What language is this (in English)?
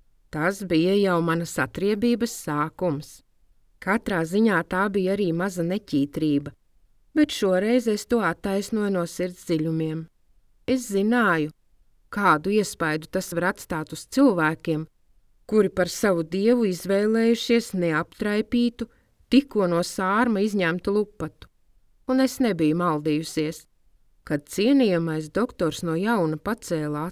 Latvian